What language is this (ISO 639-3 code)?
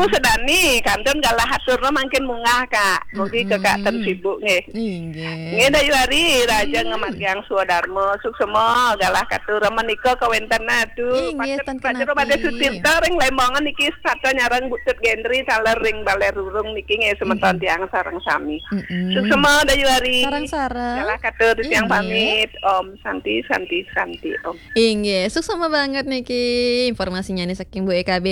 ban